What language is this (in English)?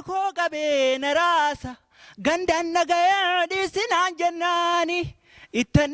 Oromo